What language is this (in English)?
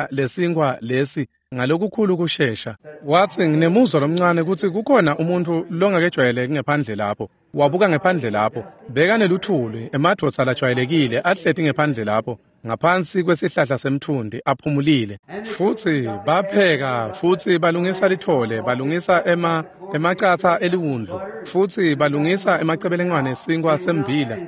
Swati